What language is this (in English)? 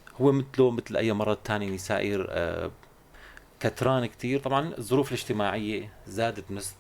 North Levantine Arabic